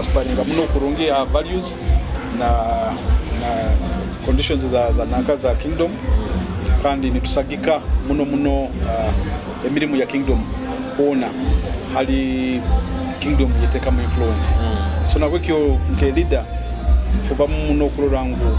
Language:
Nyoro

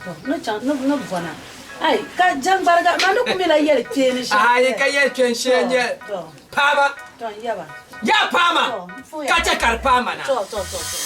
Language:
Dagbani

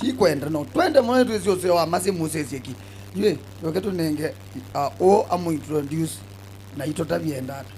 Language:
Kamba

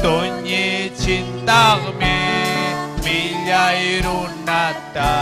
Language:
Ayacucho Quechua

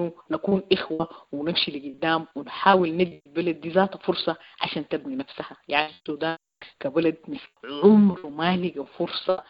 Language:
Sudanese Arabic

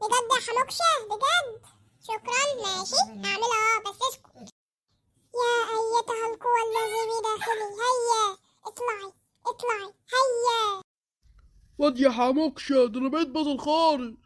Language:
Egyptian Arabic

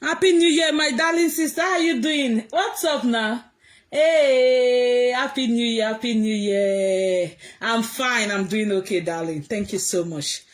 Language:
Nigerian Pidgin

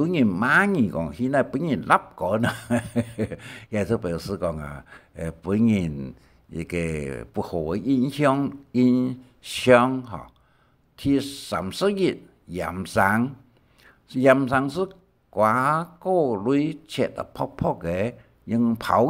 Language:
Hakka Chinese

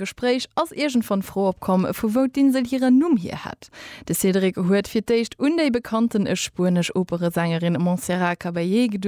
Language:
Luxembourgish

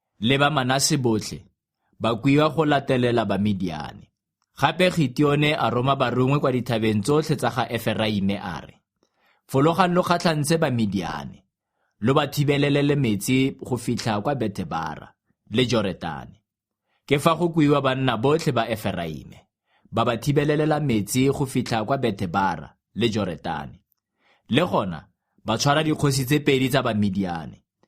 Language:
Tswana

